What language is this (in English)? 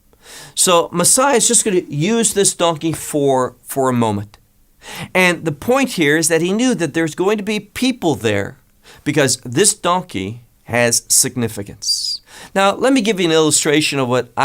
English